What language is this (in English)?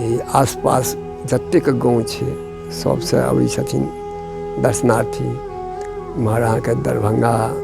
Maithili